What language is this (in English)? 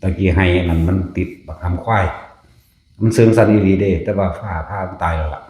Northeastern Thai